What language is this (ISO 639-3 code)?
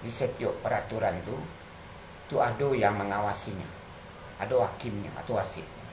min